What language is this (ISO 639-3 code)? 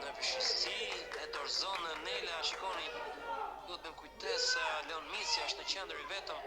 sqi